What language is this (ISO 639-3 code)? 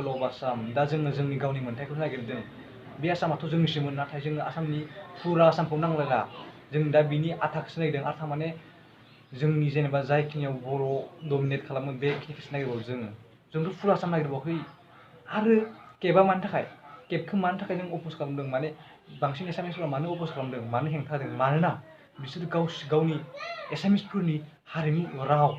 brx